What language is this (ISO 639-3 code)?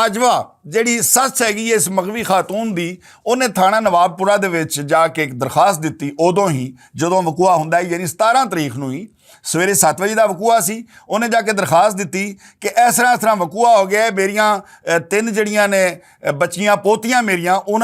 lah